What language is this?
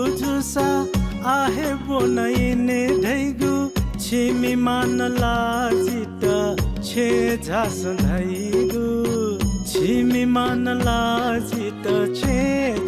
Newari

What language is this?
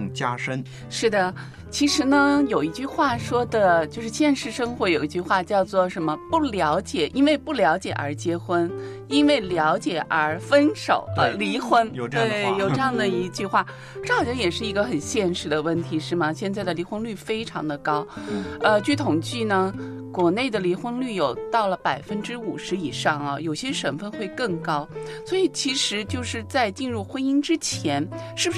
Chinese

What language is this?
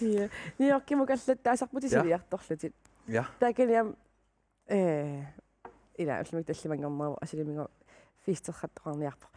Kalaallisut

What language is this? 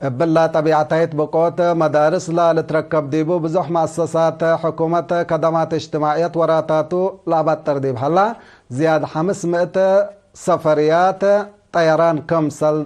Tigre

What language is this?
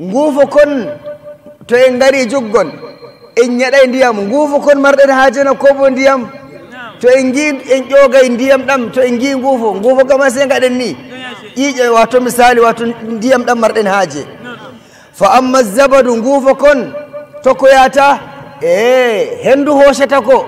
Nigerian Fulfulde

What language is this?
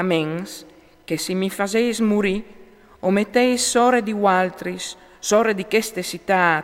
Friulian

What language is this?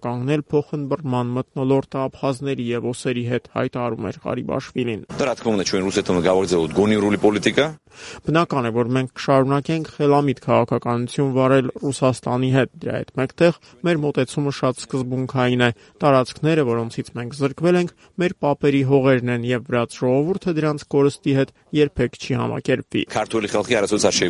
Armenian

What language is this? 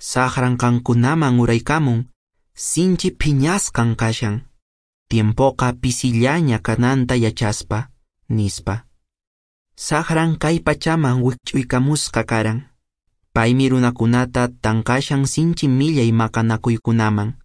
Quechua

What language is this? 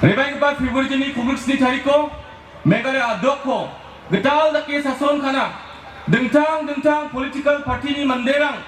Garo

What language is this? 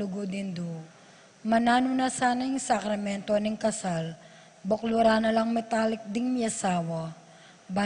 Pampanga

